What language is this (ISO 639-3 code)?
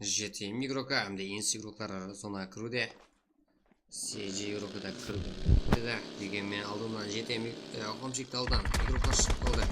kaa